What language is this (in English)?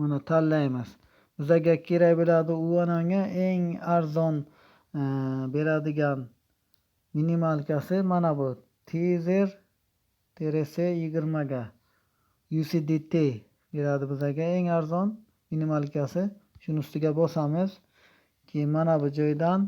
Uzbek